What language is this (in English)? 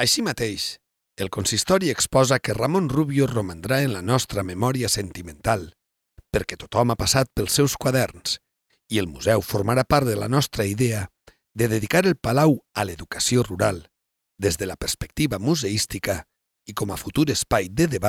Catalan